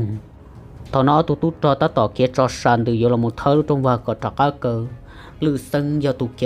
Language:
Hmong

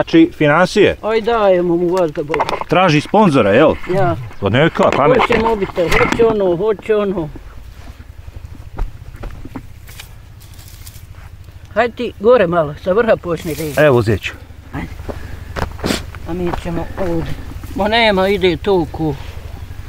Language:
Bosnian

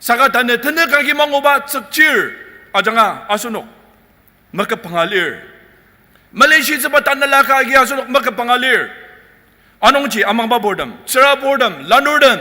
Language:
Ao Naga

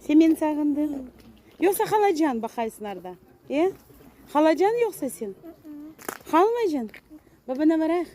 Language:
Crimean Tatar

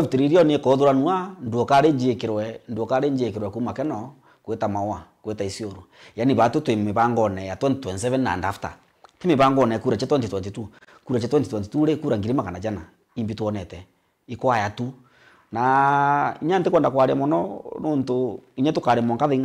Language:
Meru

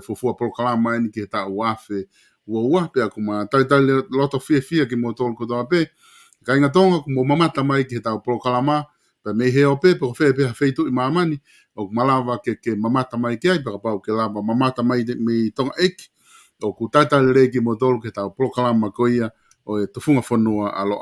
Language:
Tongan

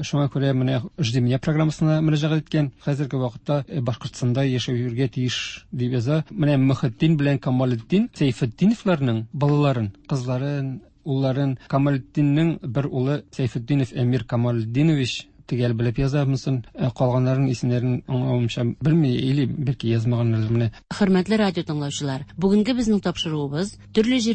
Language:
Tatar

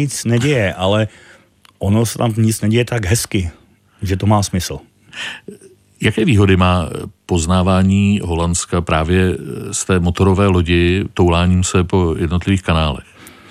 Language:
Czech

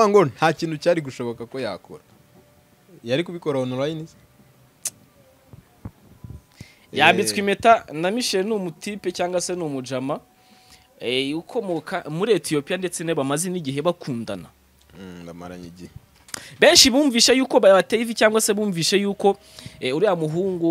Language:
Kinyarwanda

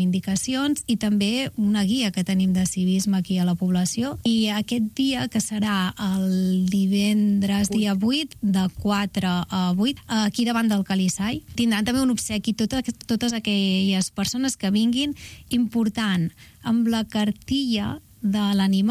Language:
Catalan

